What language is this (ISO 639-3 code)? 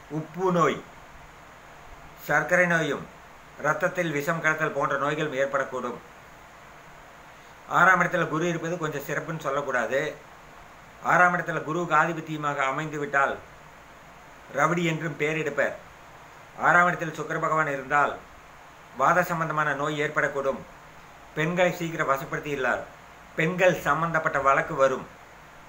tam